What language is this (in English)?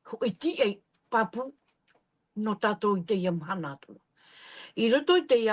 Tahitian